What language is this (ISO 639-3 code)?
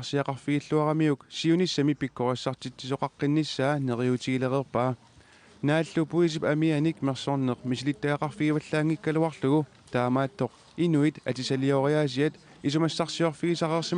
kal